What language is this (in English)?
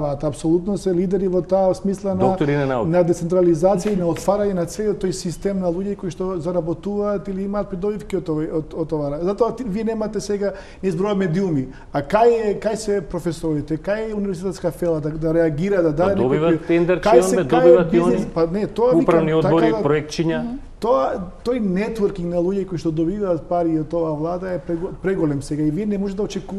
Macedonian